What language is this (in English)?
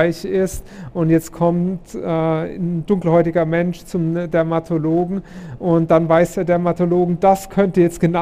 German